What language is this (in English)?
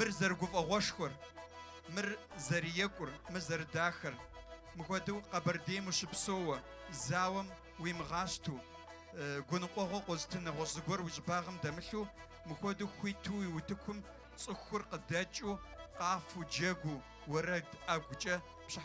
Kabardian